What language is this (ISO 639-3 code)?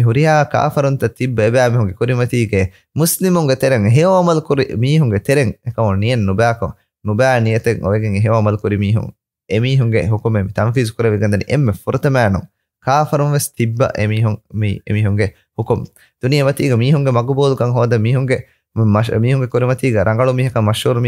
div